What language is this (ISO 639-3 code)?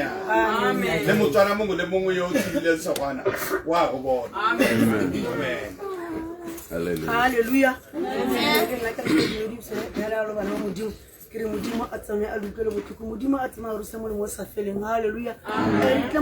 tsn